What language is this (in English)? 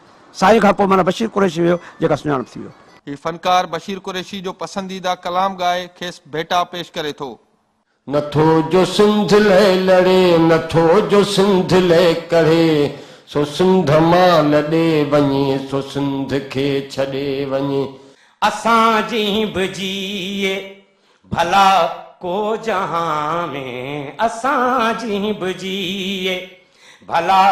Sindhi